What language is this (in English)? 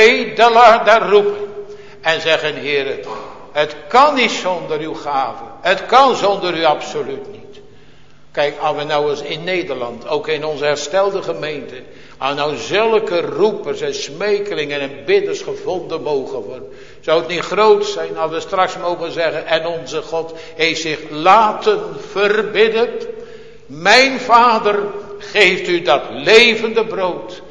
Dutch